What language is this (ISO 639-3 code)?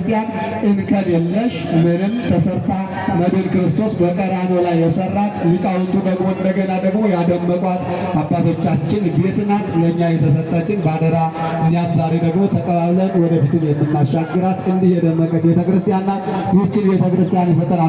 amh